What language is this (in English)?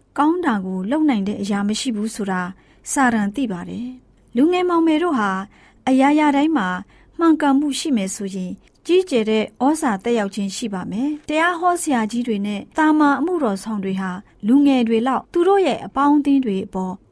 Burmese